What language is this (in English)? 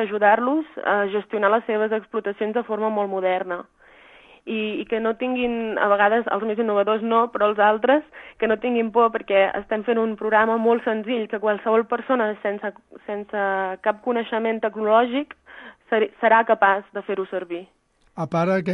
Catalan